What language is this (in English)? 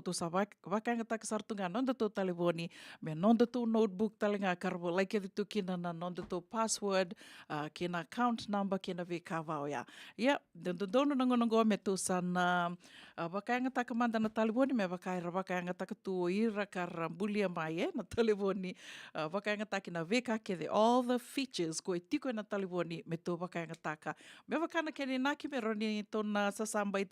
Fijian